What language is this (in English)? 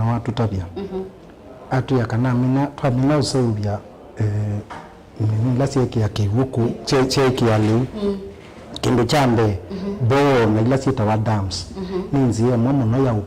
Kamba